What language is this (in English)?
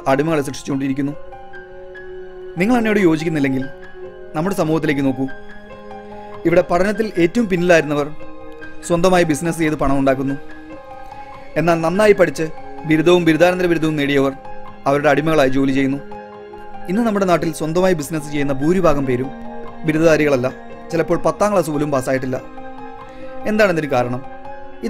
Malayalam